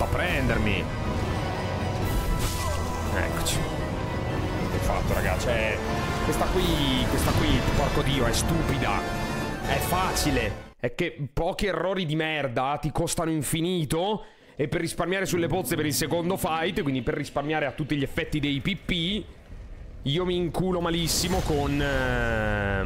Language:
Italian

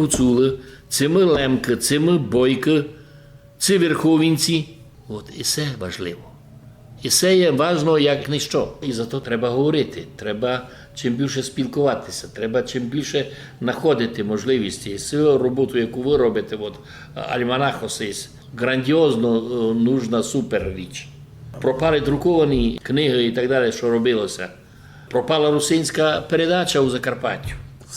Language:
Rusyn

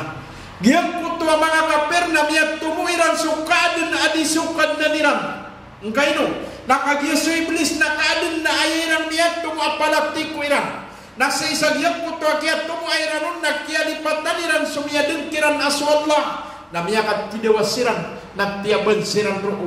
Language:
Maranao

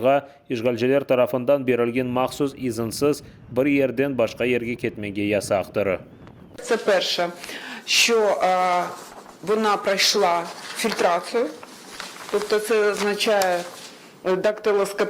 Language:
Crimean Tatar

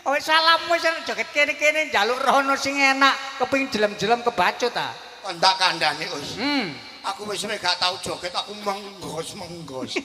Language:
Javanese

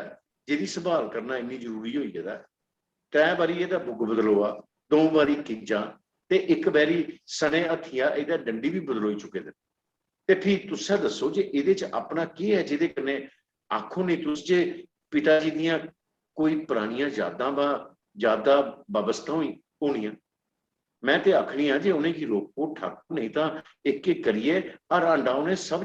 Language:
Dogri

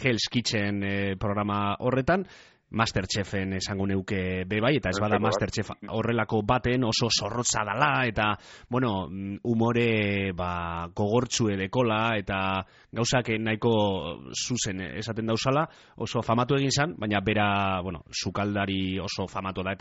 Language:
Basque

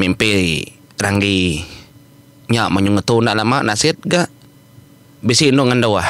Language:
Iban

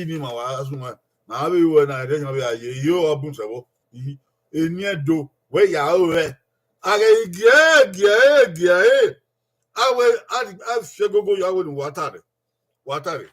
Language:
Bini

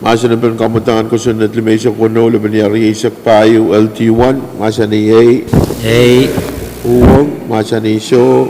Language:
Pohnpeian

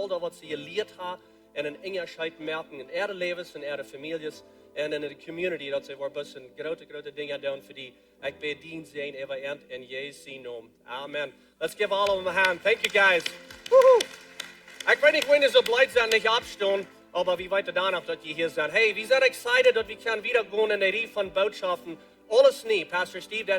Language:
Plautdietsch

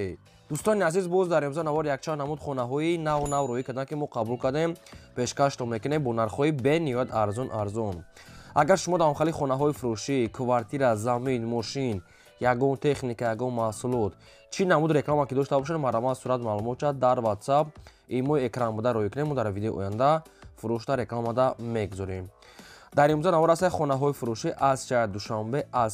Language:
Tajik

